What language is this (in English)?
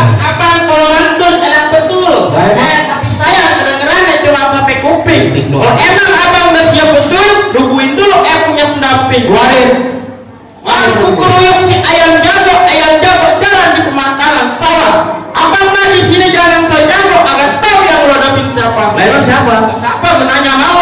Betawi